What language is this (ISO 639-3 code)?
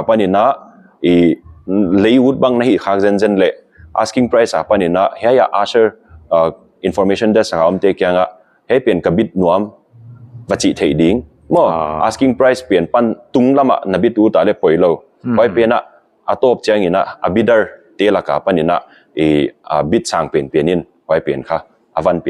pck